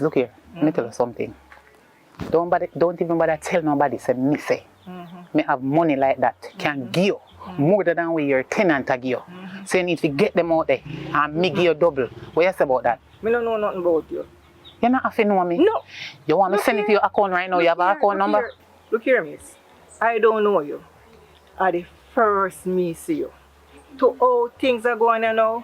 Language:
Jamaican Creole English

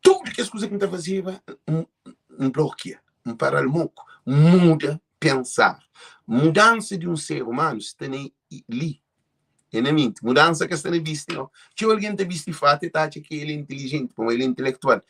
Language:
Kabuverdianu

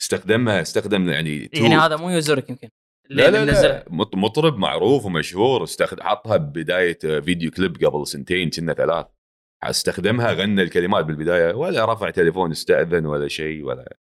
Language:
Gulf Arabic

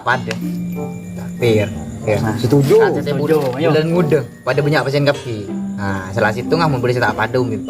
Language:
Madurese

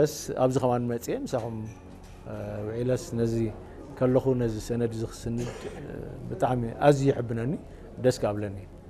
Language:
Tigrinya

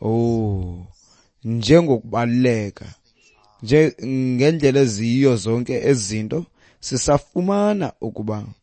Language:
Xhosa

